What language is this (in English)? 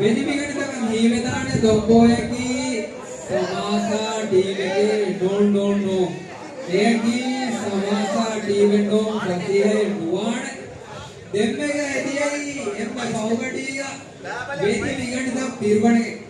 Divehi